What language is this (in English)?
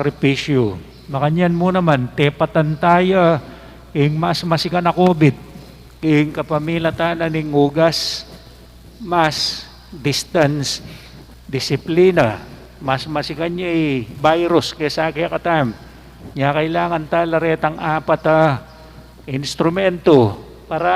Pampanga